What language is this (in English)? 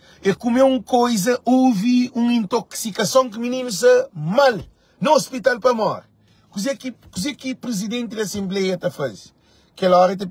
Kabuverdianu